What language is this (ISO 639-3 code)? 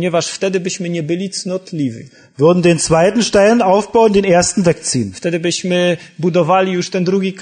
pol